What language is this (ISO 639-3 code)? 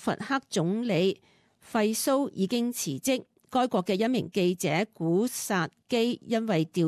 yue